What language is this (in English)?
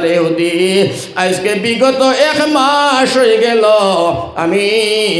Sylheti